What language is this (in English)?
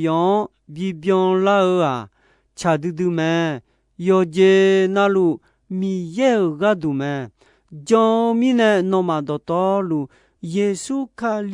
Akha